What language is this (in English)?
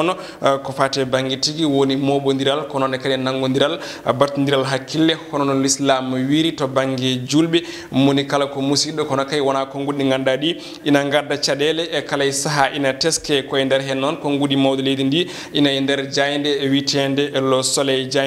Fula